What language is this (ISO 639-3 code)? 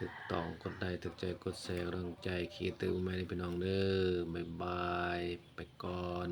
tts